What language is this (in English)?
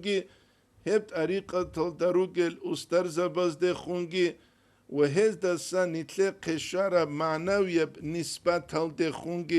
Avaric